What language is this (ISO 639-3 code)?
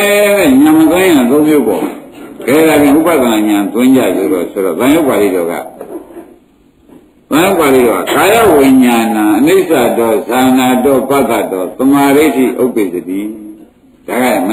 mya